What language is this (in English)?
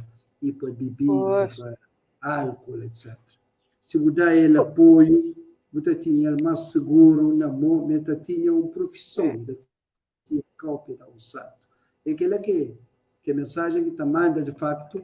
Kabuverdianu